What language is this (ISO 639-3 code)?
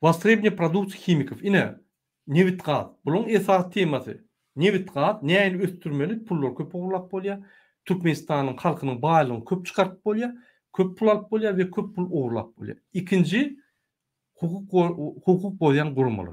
tuk